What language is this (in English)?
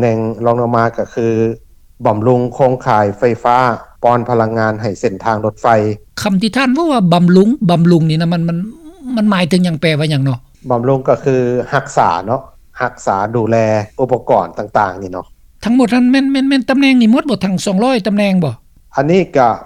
Lao